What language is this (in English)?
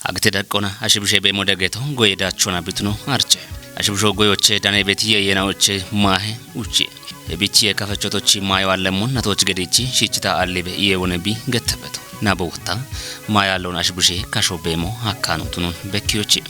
Kafa